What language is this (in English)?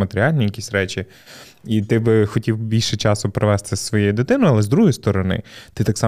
Ukrainian